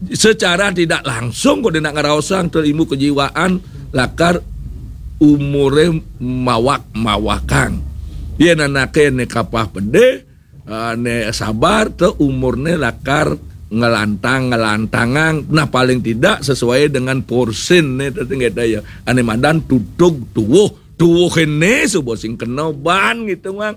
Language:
Balinese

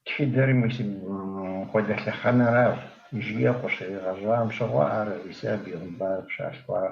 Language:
Kabardian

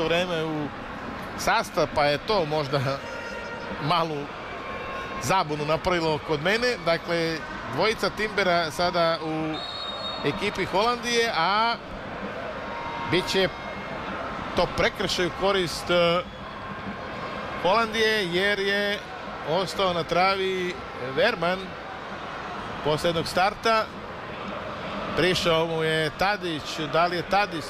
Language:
Serbian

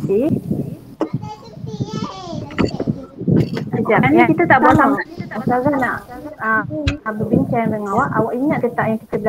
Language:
Malay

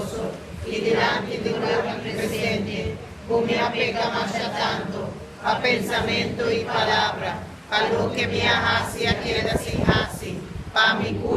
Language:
Papiamento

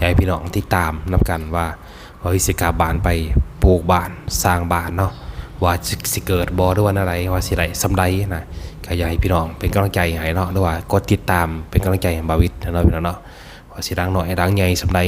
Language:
Lao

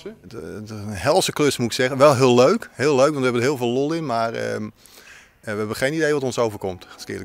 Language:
Western Frisian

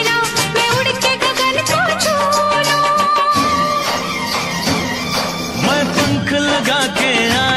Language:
Hindi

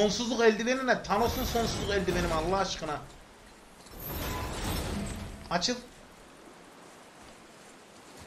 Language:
Turkish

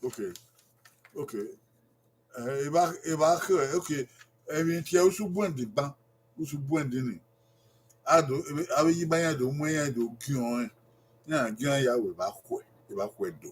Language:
Bini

